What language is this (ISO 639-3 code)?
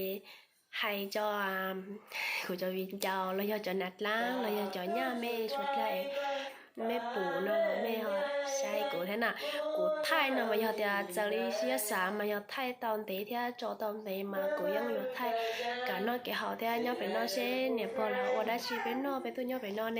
hmn